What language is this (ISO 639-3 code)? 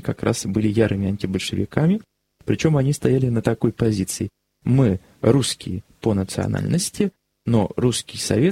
rus